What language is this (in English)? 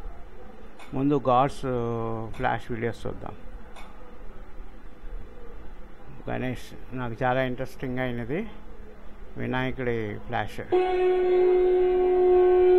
Telugu